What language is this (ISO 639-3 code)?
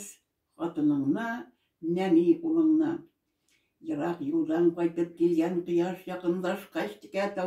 tat